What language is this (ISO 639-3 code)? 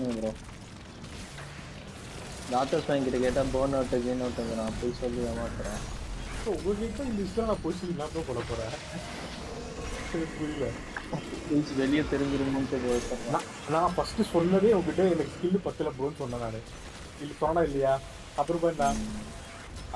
tam